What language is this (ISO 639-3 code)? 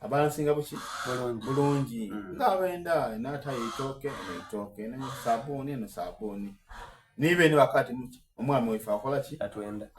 xog